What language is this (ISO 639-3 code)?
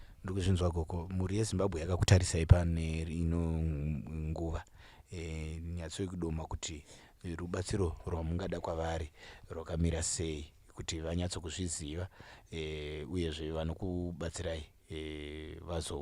sna